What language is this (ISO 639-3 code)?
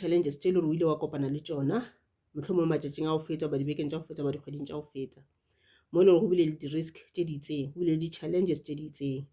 nso